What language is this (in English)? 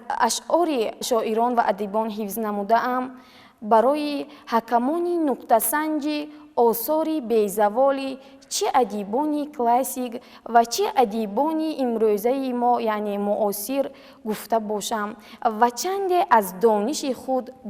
Tajik